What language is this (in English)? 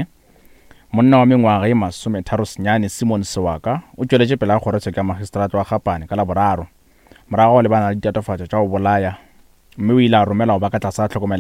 Northern Sotho